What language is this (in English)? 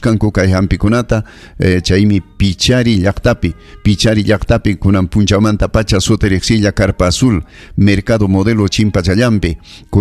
Ayacucho Quechua